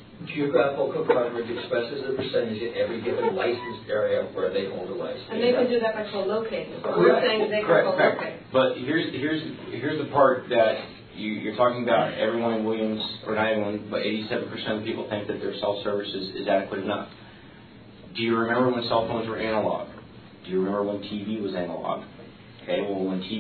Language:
English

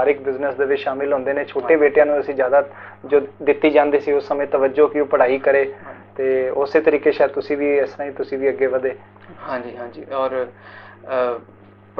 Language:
Punjabi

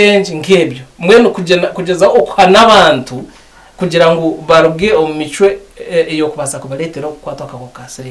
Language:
Nyankole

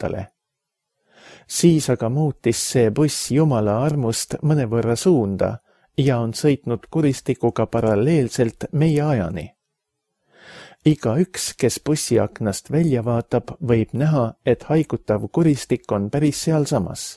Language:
Estonian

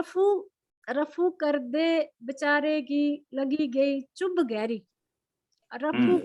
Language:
Dogri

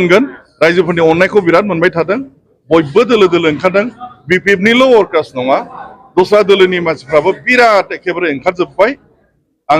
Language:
Bodo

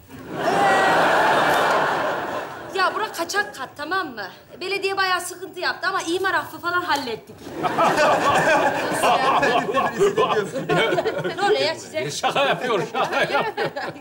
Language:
Turkish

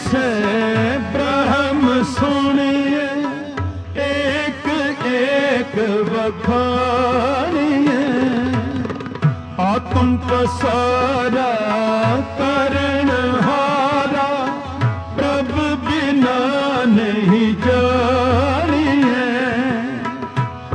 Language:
Punjabi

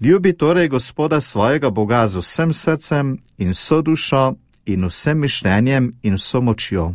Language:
Slovenian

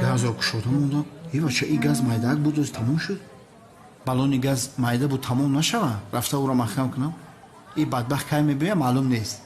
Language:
Tajik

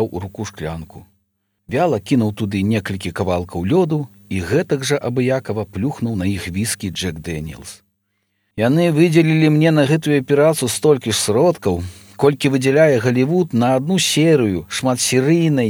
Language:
Belarusian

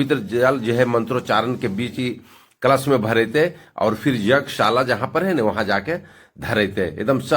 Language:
Magahi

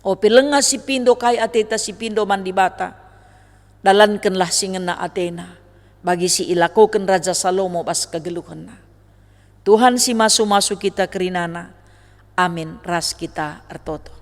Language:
Batak Karo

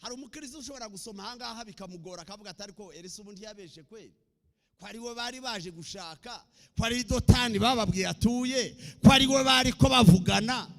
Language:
Kinyarwanda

